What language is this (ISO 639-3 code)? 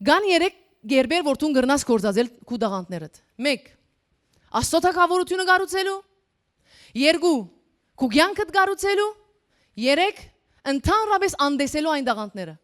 hyw